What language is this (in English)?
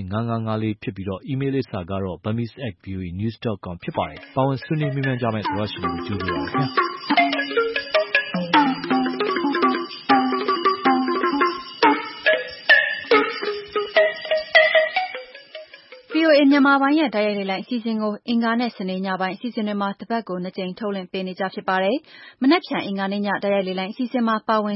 Burmese